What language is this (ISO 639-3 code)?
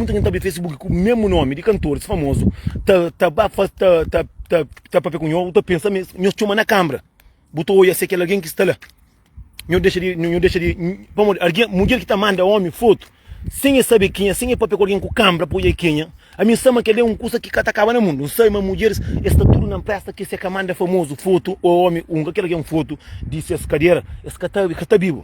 kea